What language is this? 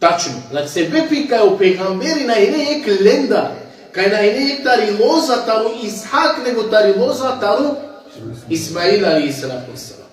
Balkan Romani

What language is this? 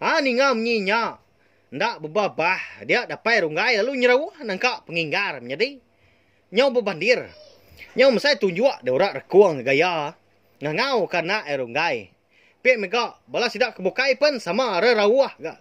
Iban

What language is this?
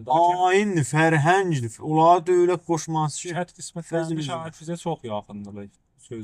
South Azerbaijani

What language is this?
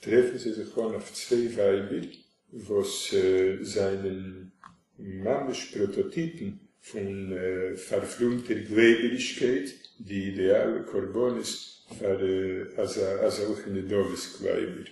Yiddish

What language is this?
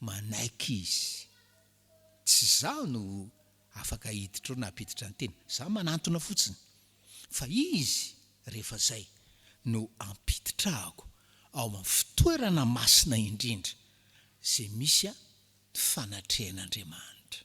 Malagasy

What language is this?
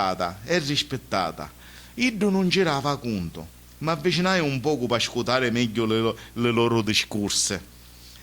Sicilian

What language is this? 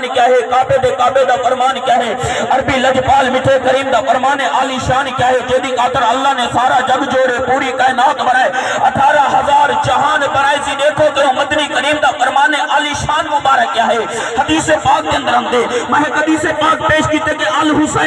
Saraiki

